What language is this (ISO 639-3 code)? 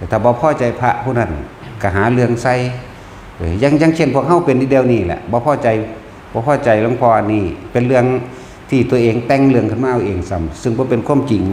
tts